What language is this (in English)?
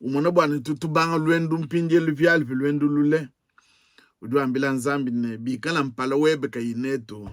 Luba-Lulua